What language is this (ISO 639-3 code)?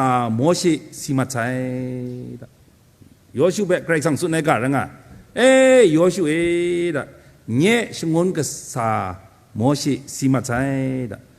kac